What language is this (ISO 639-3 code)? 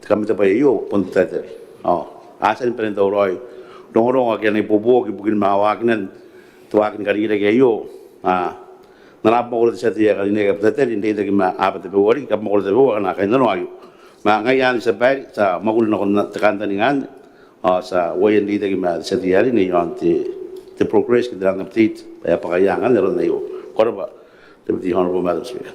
gil